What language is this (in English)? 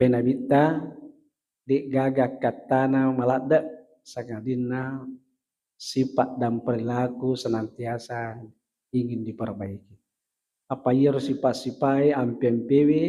Buginese